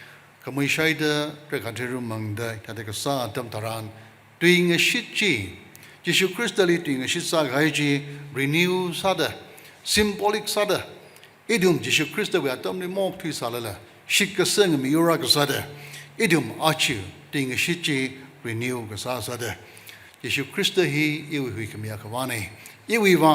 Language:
Tangkhul Naga (India)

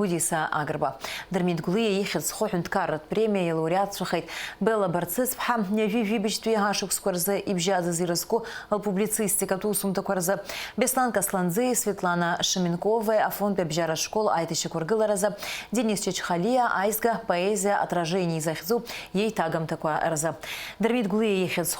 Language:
Abkhazian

